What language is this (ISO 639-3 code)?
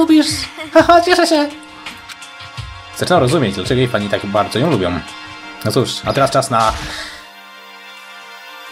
pol